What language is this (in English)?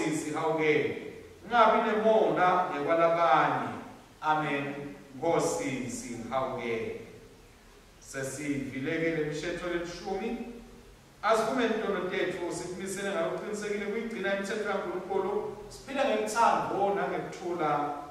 Swati